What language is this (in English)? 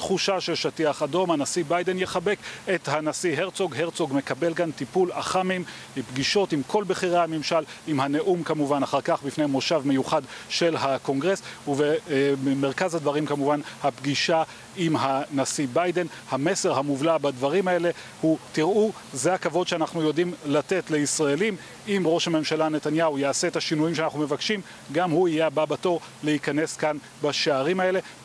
Hebrew